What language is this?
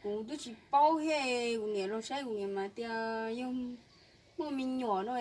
Hmong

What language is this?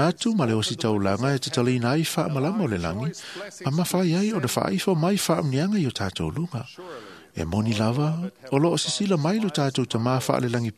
Samoan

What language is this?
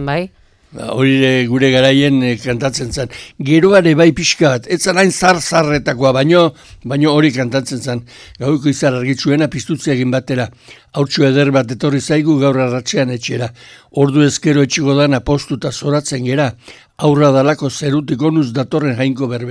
Basque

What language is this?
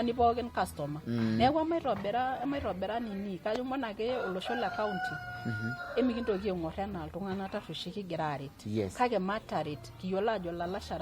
Masai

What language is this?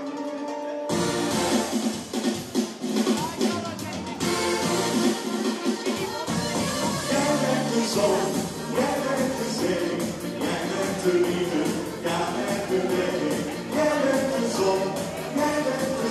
Dutch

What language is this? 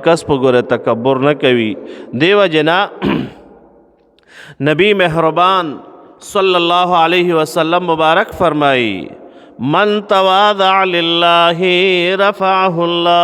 Pashto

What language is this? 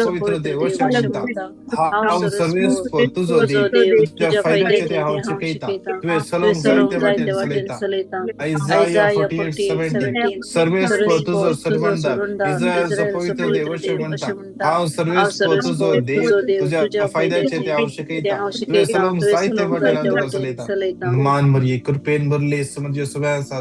Konkani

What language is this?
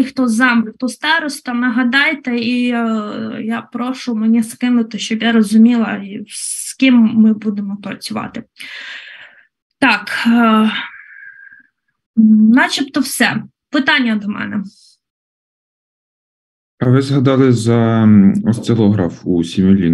Ukrainian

